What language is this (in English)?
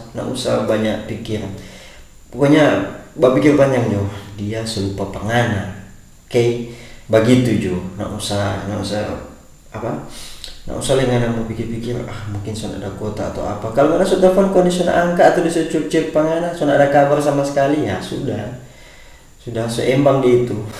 Manado Malay